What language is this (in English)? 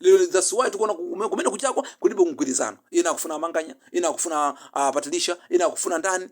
Nyanja